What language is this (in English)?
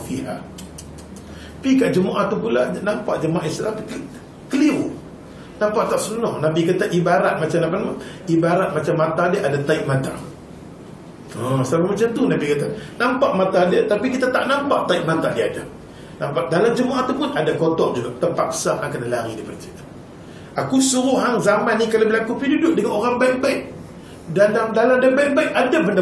Malay